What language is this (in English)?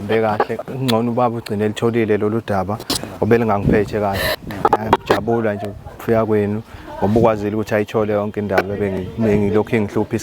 Zulu